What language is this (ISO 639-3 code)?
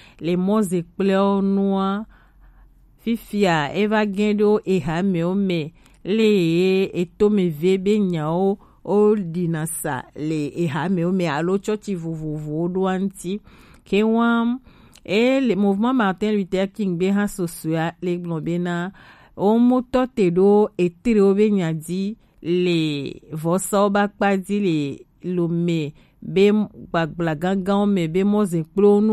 gej